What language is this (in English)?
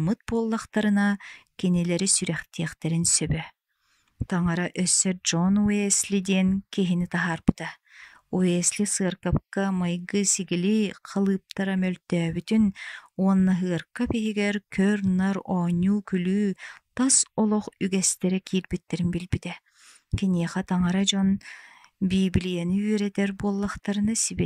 Yakut